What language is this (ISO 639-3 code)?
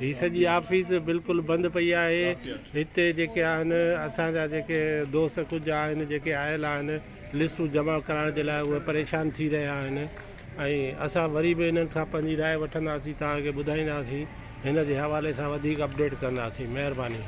snd